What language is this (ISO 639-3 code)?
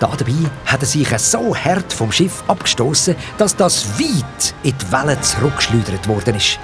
gsw